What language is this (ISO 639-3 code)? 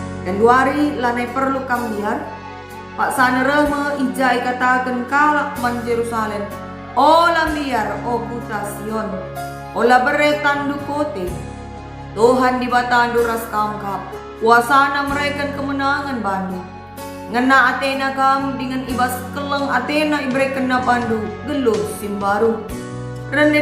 btx